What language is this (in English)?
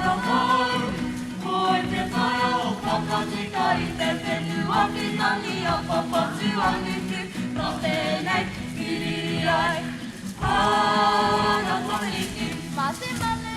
Māori